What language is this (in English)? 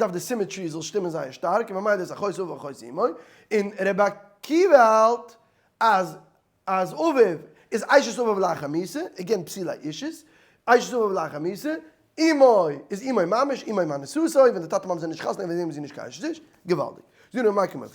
Yiddish